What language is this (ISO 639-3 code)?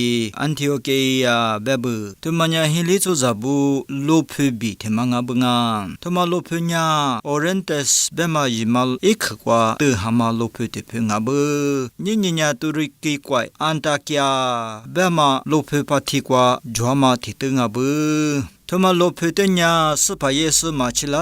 lis